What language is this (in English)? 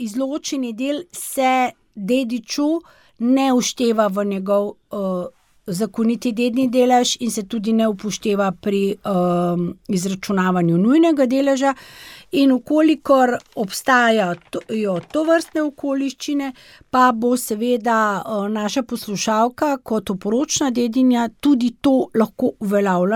Slovenian